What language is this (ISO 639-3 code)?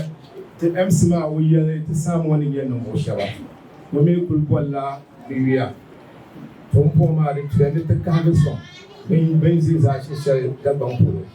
dag